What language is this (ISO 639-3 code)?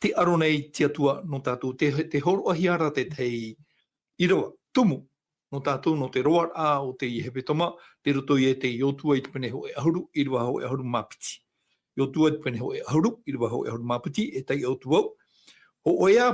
tah